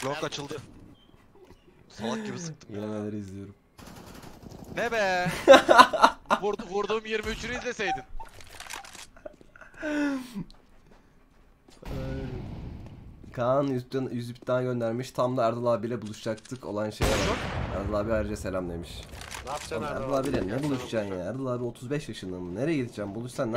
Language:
Turkish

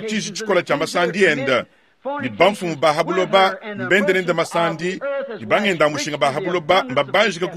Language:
Luba-Lulua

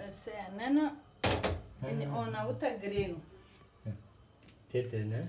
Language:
Zaza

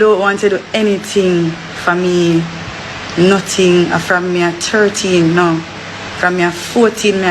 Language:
Jamaican Creole English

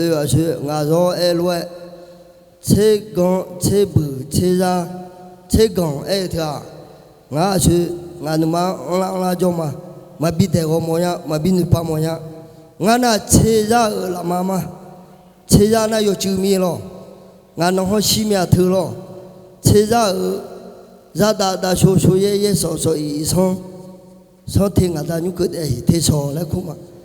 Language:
Akha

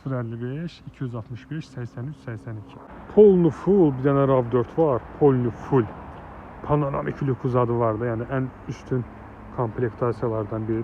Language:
Azerbaijani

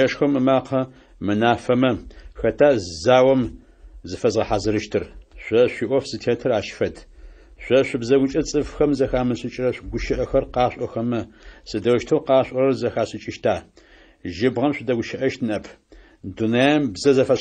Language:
Adyghe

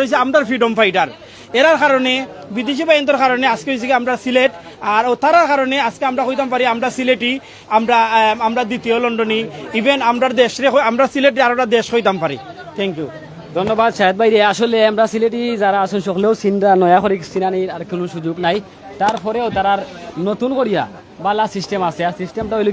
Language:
Sylheti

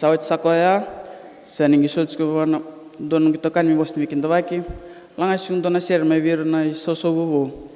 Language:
Fijian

